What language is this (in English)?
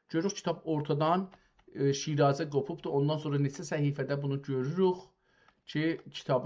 South Azerbaijani